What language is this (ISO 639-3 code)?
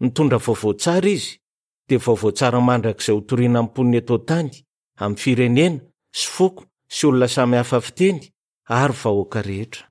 mlg